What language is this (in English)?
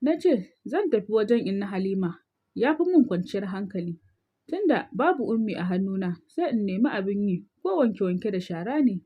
Hausa